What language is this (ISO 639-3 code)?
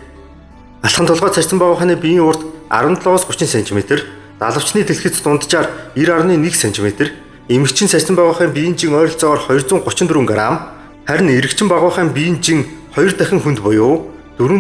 mon